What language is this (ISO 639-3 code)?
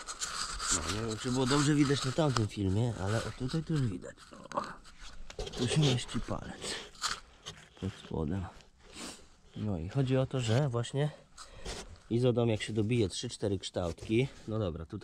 pol